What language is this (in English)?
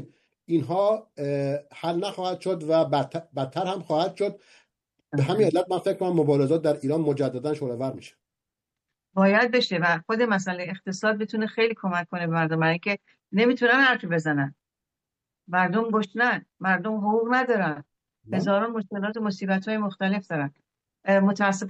Persian